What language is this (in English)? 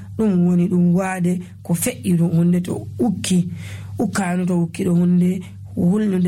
Nigerian Fulfulde